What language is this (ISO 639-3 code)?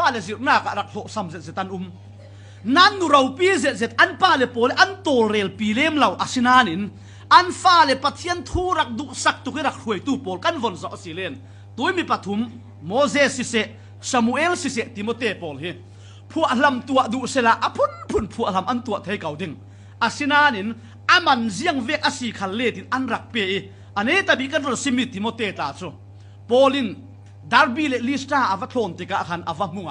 cfm